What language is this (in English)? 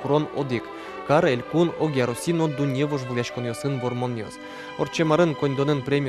Udmurt